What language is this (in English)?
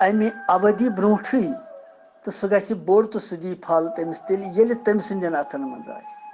Kashmiri